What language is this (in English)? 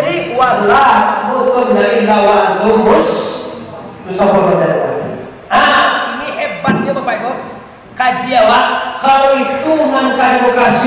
Minangkabau